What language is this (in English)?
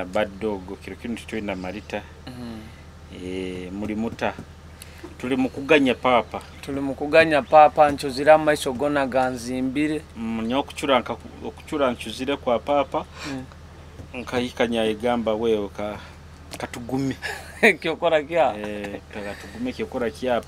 Nyoro